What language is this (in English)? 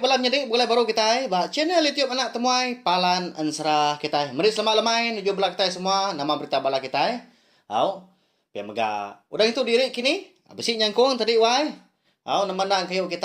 Iban